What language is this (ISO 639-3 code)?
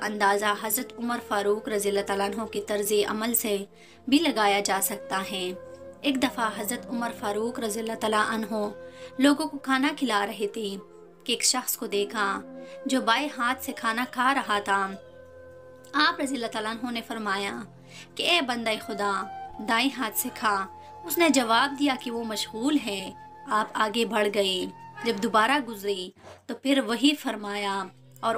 urd